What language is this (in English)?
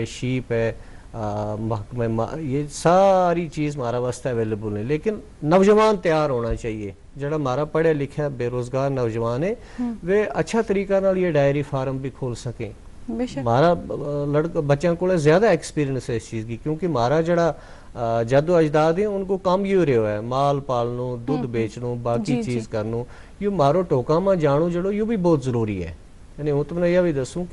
Gujari